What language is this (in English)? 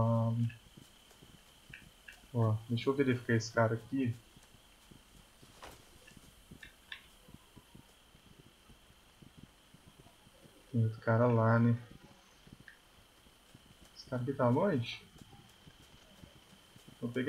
Portuguese